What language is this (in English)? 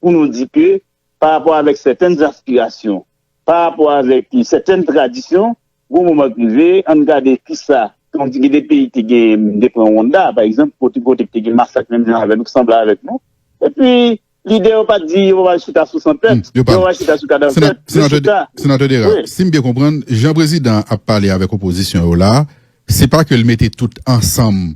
Haitian Creole